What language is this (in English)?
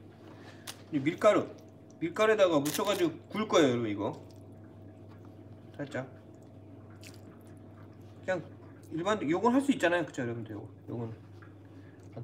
Korean